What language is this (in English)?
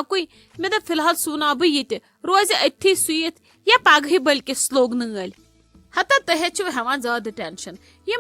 Kashmiri